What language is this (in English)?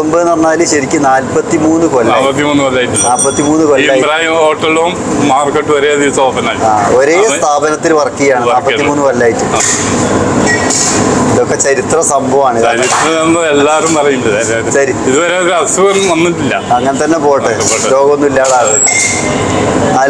Malayalam